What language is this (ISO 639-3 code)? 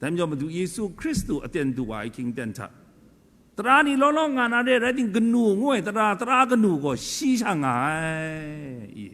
kac